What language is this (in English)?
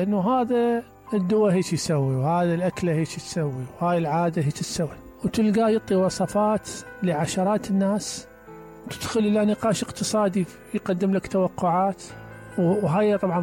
Mesopotamian Arabic